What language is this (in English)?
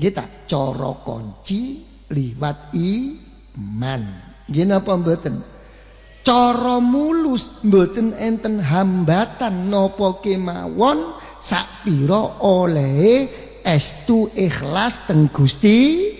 Javanese